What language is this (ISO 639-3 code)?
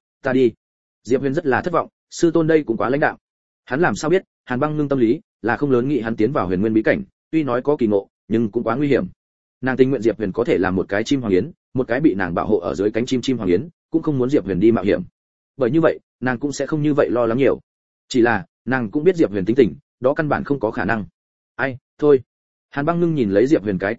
vie